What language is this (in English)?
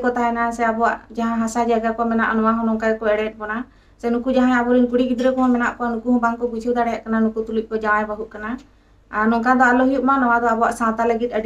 Santali